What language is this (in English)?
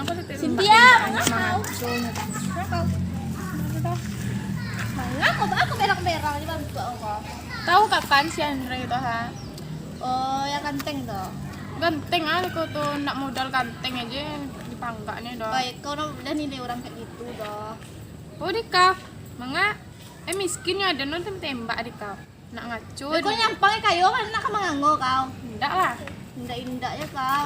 Minangkabau